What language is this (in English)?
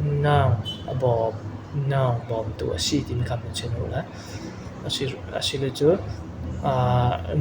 Falam Chin